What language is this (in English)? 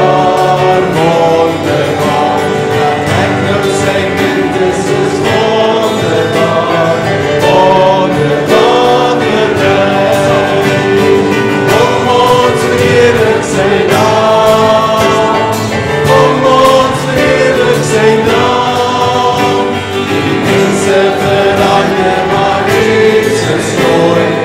Afrikaans